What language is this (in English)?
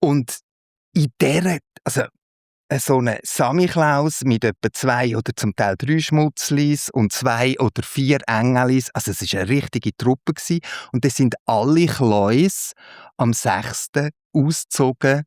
Swiss German